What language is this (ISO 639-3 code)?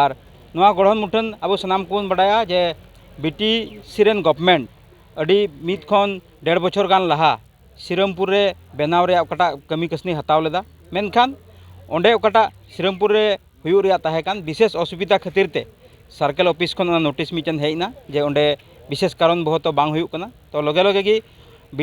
sat